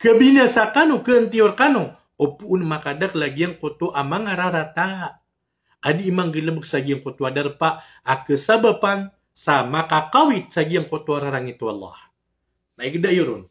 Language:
Maranao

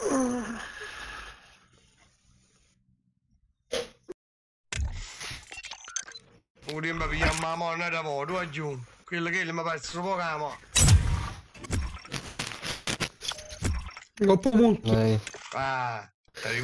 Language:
Italian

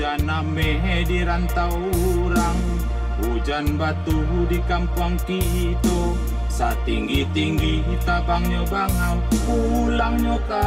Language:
Minangkabau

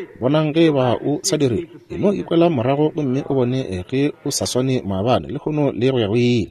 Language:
Northern Sotho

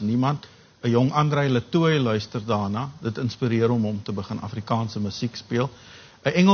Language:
Afrikaans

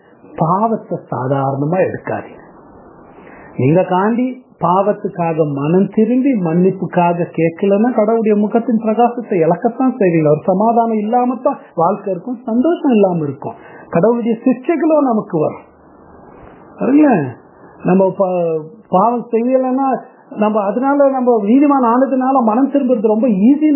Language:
Tamil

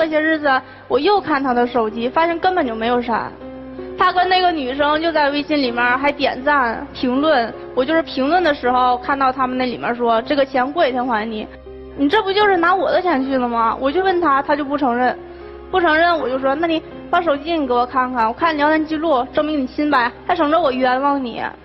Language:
Chinese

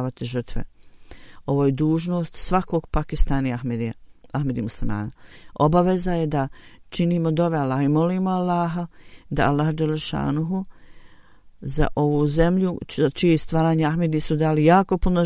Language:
Bosnian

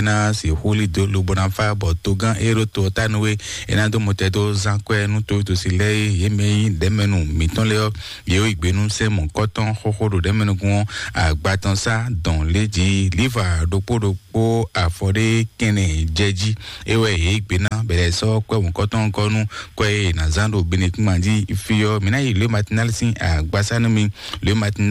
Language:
Fon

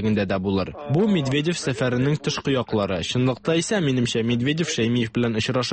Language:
Tatar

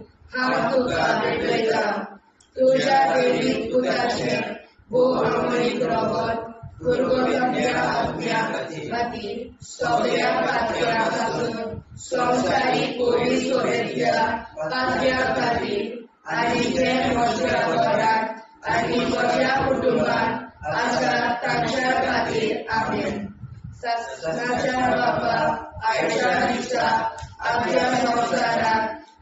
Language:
Konkani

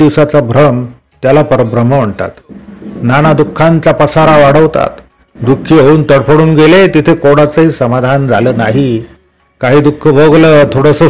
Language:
Marathi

